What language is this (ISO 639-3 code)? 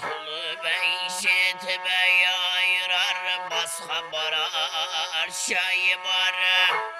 kaa